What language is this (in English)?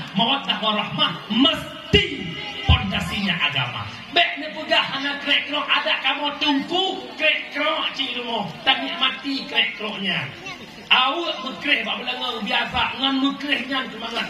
Achinese